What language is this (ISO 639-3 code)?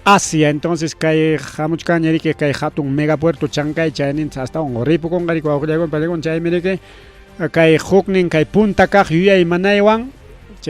quy